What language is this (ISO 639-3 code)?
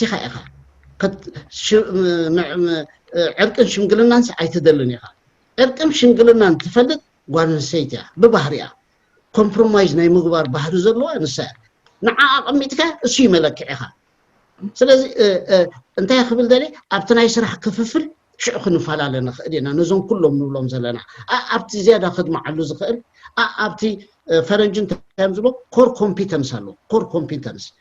tir